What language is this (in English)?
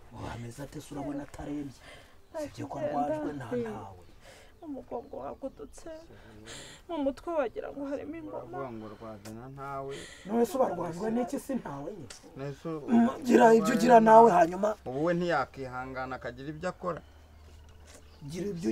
Kinyarwanda